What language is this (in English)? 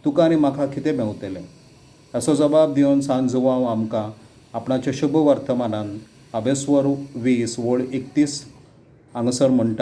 Konkani